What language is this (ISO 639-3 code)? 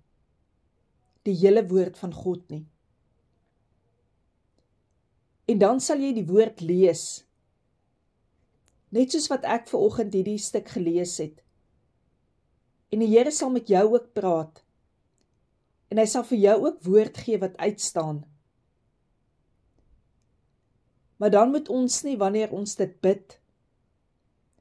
afr